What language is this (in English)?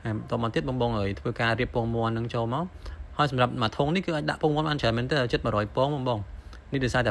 Khmer